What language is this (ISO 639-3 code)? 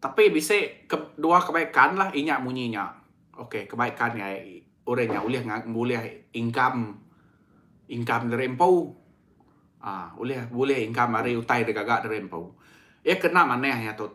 iba